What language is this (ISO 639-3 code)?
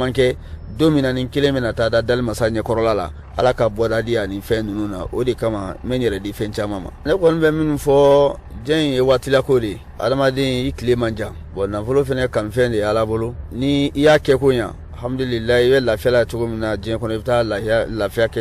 bam